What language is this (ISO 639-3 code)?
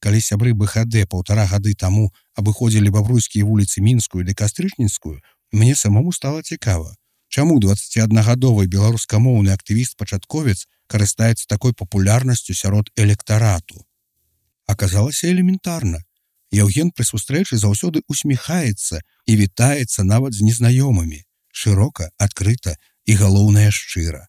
bel